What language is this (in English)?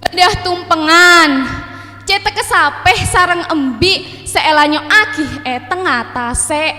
Madurese